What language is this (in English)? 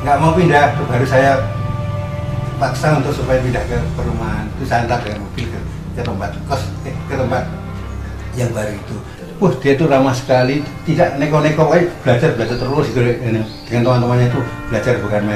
Indonesian